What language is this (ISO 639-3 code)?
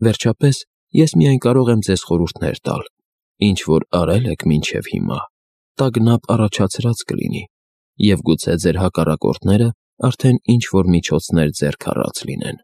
hye